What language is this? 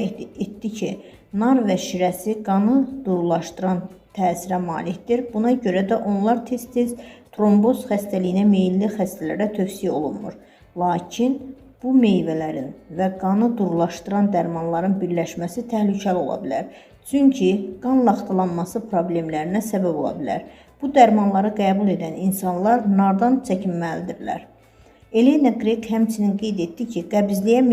Azerbaijani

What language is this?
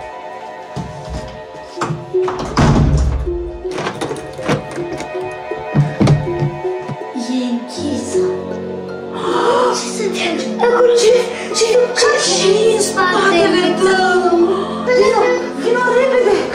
Romanian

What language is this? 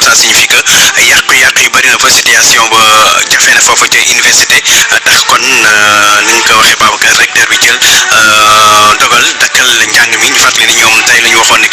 Wolof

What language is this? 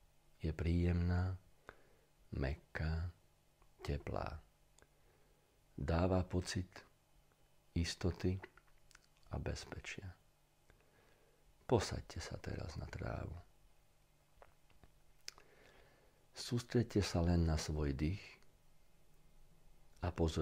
Slovak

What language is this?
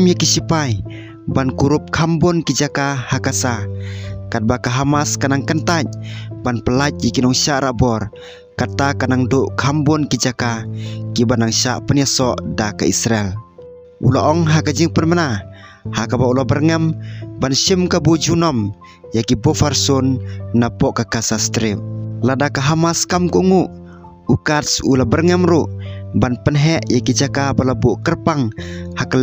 Khasi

